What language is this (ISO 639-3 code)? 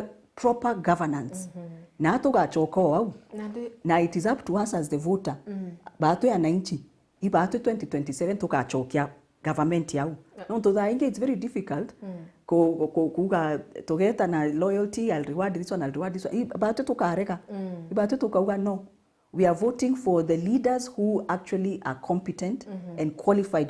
mer